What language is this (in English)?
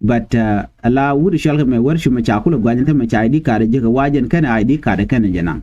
Nuer